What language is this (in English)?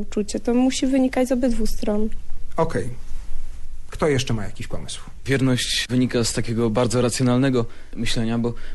Polish